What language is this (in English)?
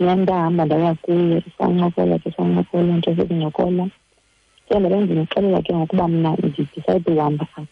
Xhosa